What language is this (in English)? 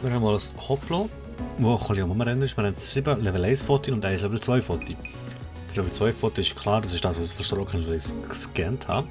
Swiss German